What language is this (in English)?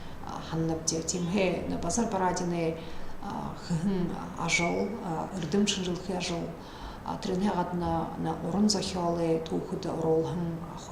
Buriat